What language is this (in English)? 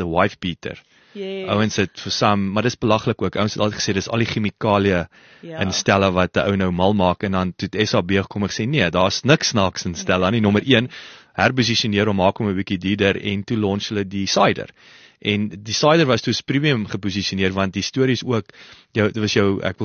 Afrikaans